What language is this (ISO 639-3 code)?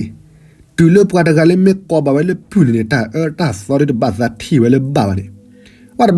ksw